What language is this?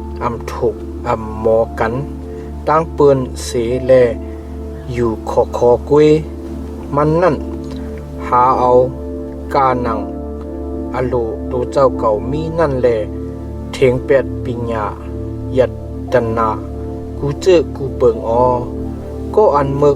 Shan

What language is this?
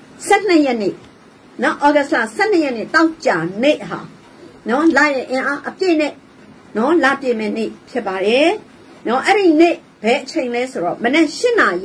Burmese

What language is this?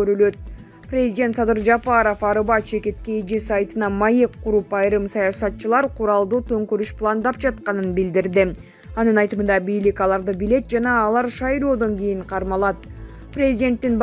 Kyrgyz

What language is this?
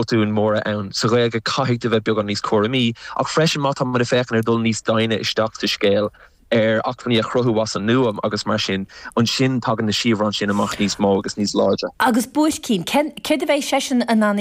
Irish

